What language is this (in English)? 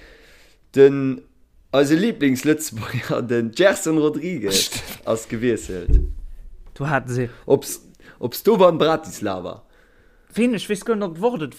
Luxembourgish